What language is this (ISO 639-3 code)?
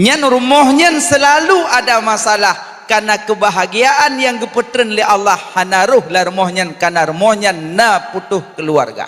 ace